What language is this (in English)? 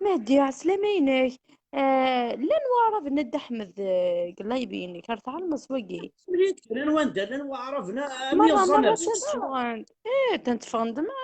Kabyle